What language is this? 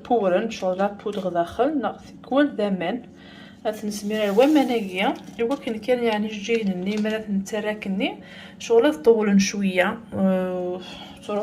Kabyle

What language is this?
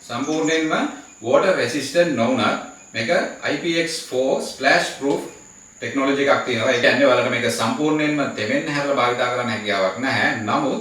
Sinhala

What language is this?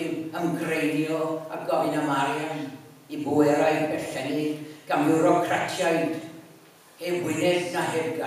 Welsh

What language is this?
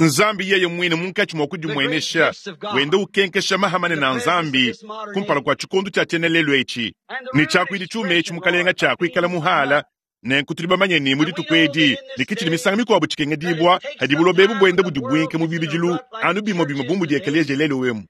Luba-Lulua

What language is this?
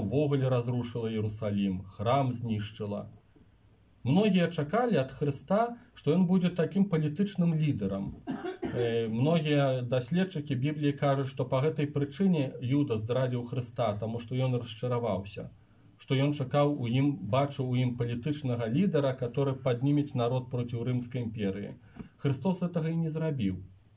Belarusian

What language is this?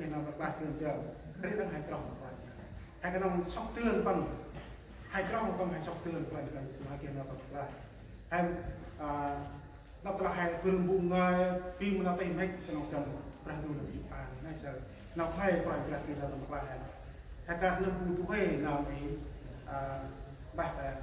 Central Mnong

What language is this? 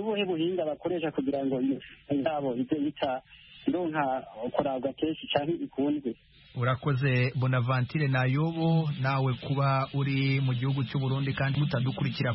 Kinyarwanda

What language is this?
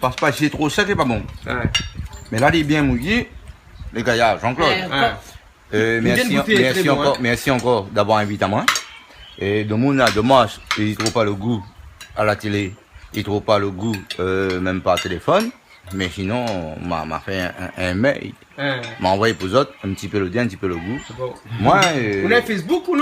Réunion Creole French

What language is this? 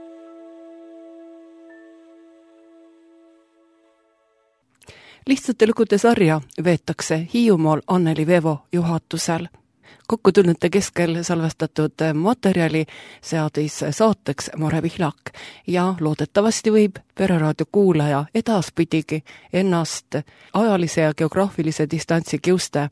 Estonian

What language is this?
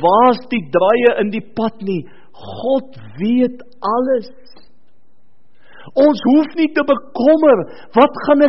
Afrikaans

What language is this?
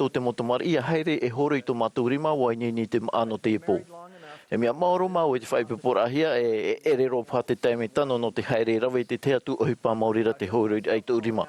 Tahitian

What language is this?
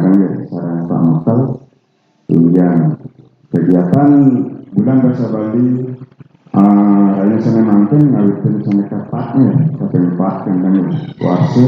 Balinese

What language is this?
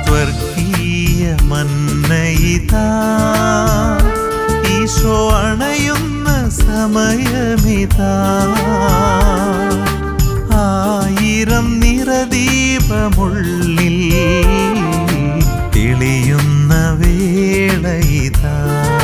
Malayalam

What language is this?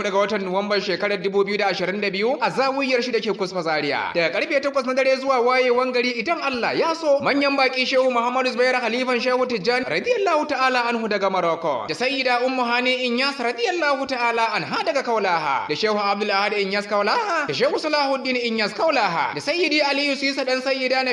Hausa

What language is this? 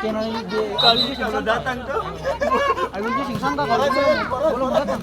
Ambonese Malay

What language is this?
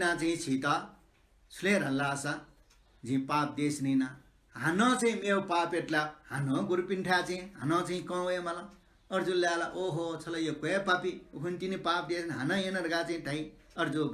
Newari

